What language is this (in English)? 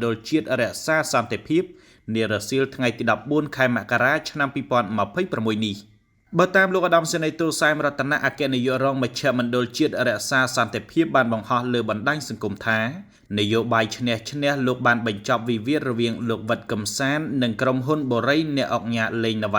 Khmer